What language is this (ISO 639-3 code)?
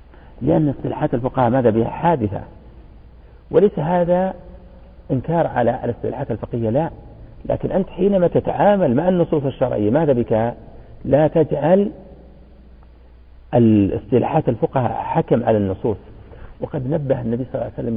ara